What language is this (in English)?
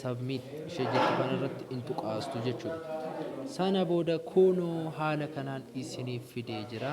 Oromo